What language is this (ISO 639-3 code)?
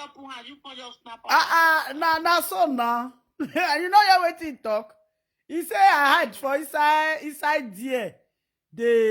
pcm